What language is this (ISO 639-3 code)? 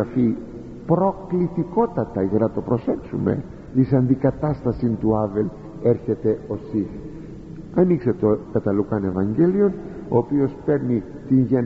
ell